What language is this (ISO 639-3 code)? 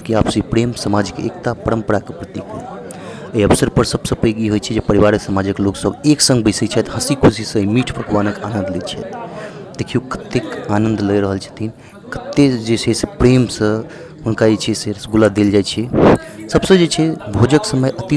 mai